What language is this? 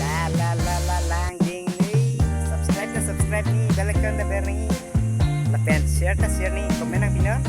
Karbi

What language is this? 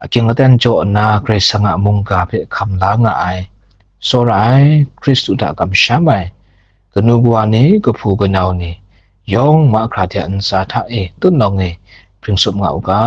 Kachin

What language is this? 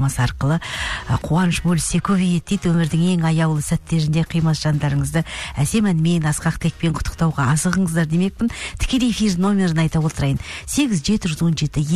Kazakh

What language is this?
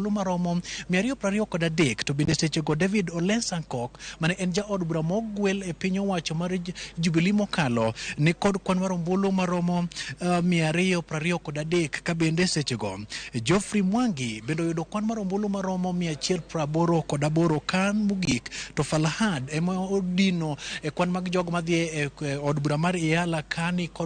Luo (Kenya and Tanzania)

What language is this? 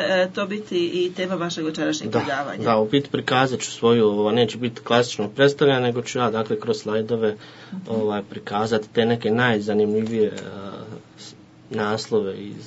Croatian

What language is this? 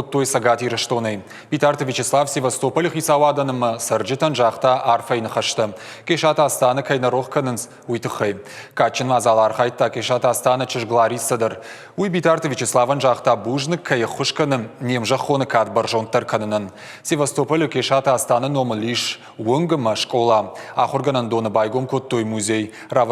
Ossetic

